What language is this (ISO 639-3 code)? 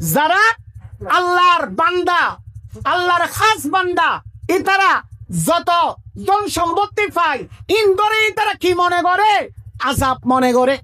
rhg